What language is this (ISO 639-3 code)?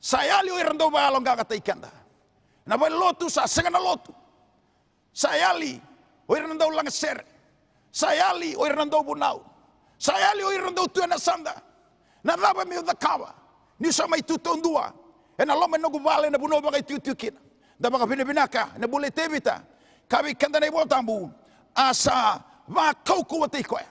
fij